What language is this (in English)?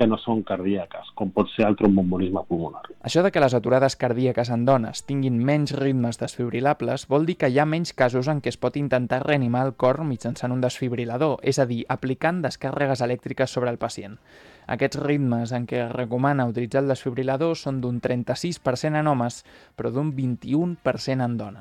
Catalan